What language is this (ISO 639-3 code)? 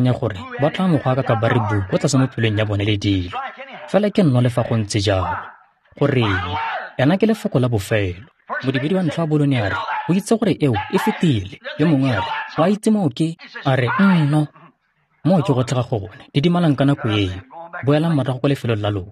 tsn